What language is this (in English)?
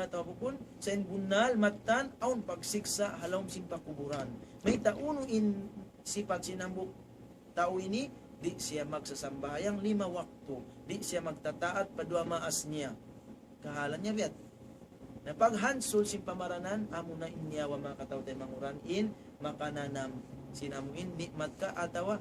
Tausug